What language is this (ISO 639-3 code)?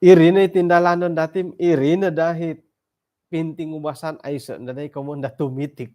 dtp